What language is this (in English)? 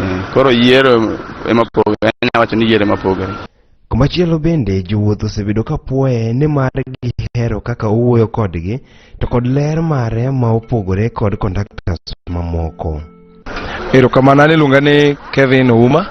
Luo (Kenya and Tanzania)